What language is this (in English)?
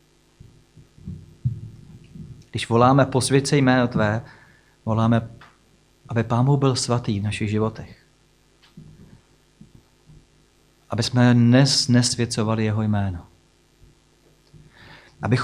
Czech